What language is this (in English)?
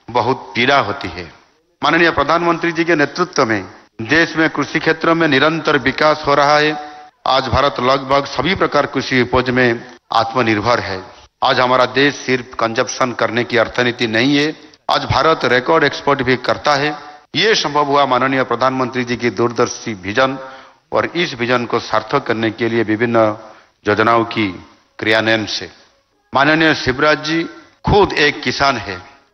Hindi